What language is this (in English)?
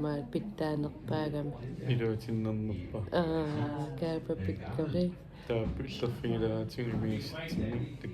Kalaallisut